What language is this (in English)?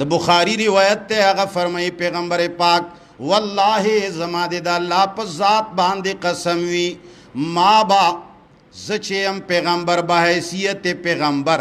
Pashto